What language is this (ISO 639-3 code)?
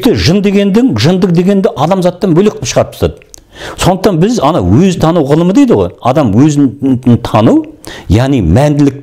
kaz